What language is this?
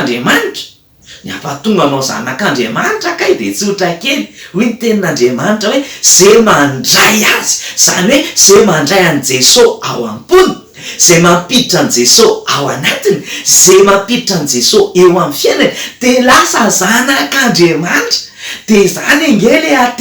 Malagasy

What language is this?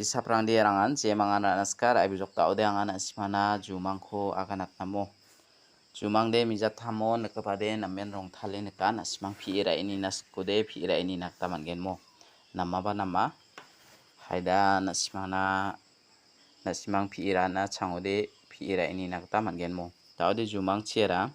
Garo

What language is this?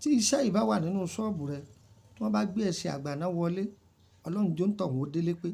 Yoruba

